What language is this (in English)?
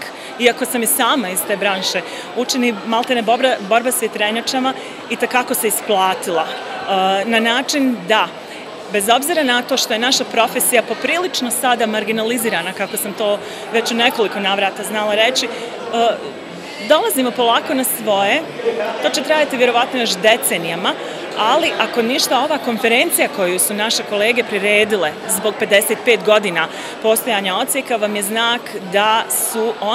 Bosnian